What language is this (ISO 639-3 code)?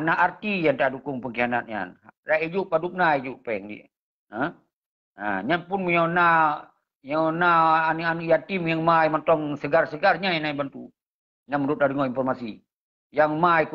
ace